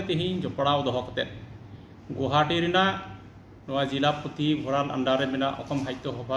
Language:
Santali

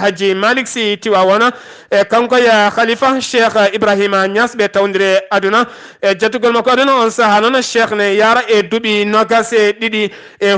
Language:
Fula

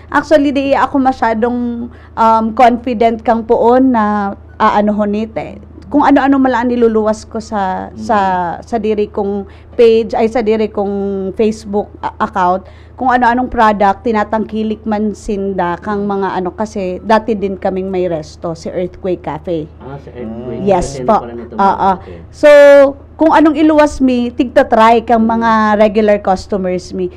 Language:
Bikol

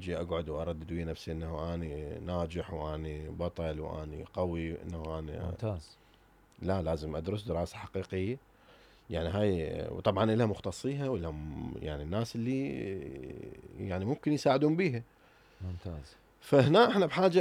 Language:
Mesopotamian Arabic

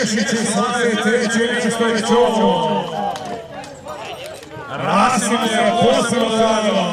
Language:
Croatian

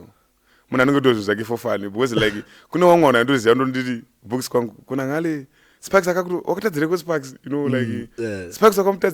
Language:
Shona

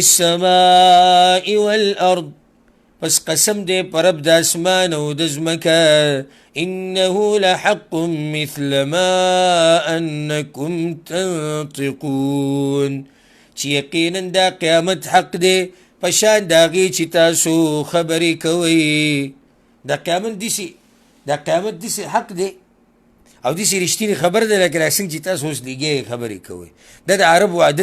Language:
Pashto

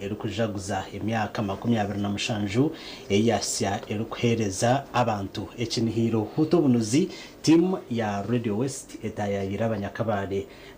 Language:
Nyankole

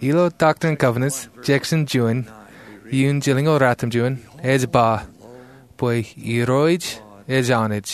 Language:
Marshallese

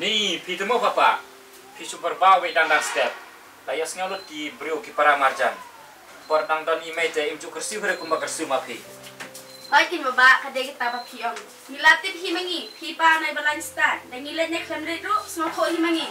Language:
Khasi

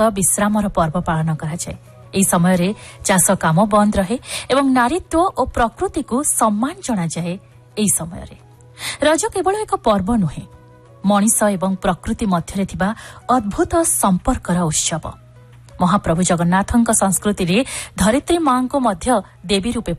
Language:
Odia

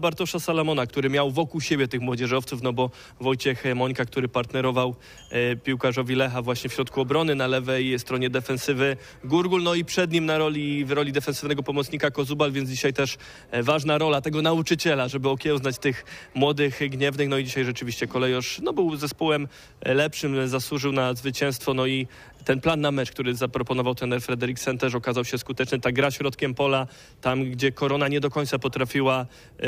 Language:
Polish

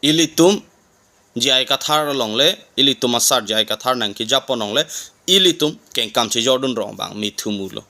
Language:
Karbi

